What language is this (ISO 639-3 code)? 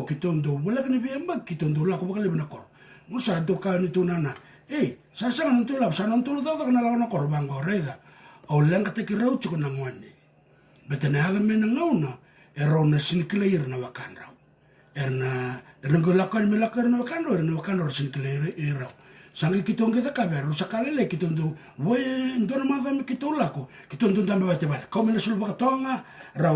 fij